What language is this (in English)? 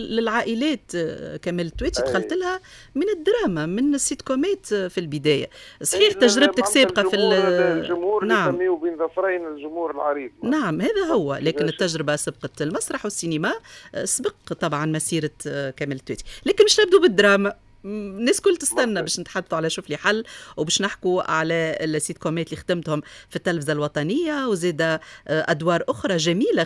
Tunisian Arabic